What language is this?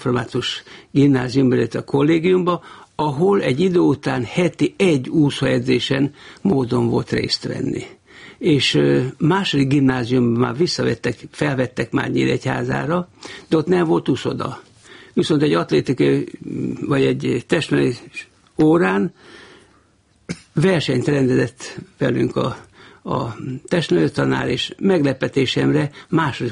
Hungarian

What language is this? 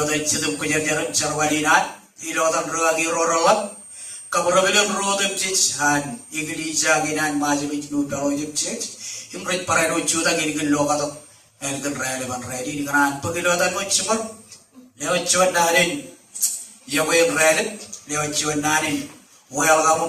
Marshallese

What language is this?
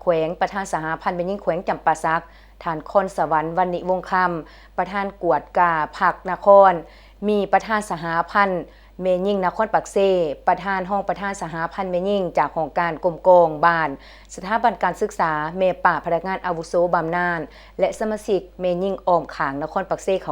Lao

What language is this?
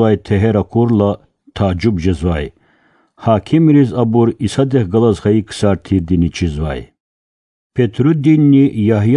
Lezghian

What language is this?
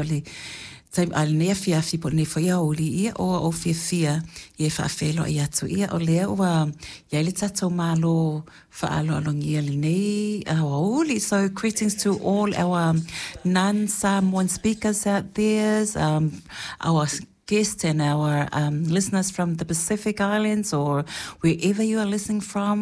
Samoan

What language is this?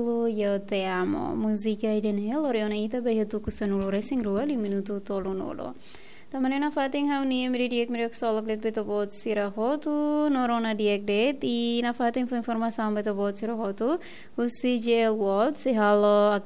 Tetum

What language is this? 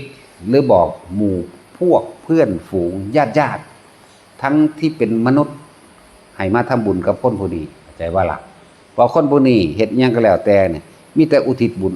Northeastern Thai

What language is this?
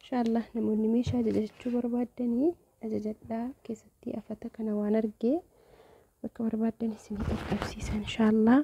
Oromo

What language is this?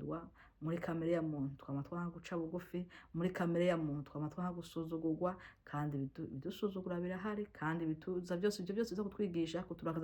Rundi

